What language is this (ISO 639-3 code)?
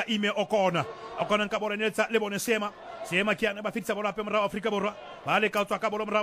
sot